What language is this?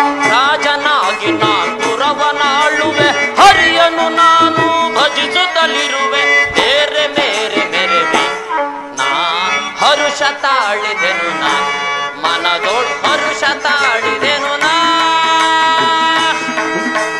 Kannada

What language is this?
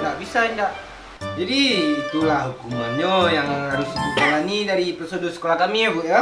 Minangkabau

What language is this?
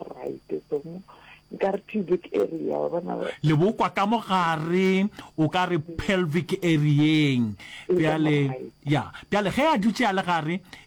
Northern Sotho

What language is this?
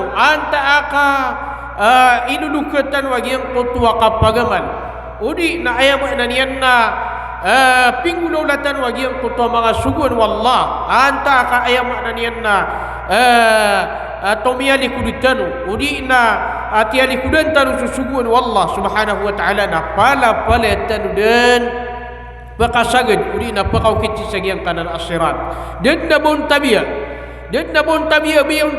Maranao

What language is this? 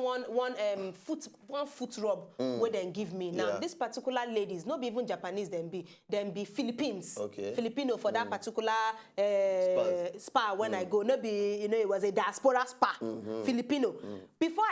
Nigerian Pidgin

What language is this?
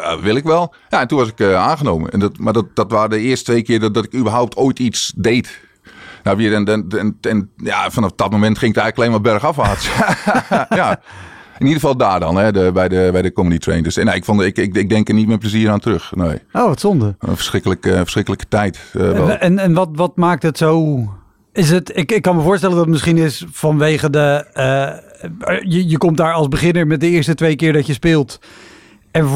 Dutch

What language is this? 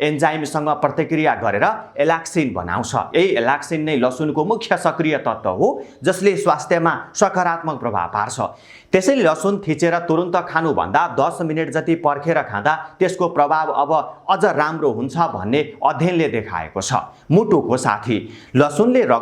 Nepali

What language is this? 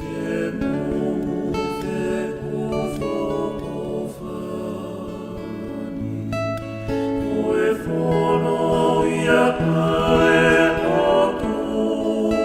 Tongan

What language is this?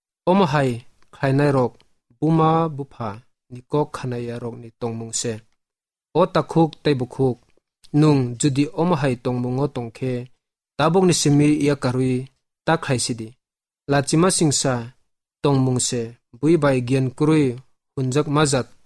Kok Borok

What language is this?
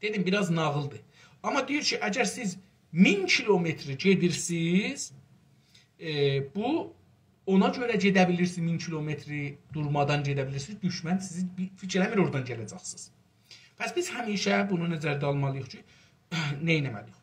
South Azerbaijani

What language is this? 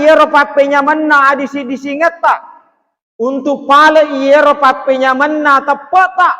Buginese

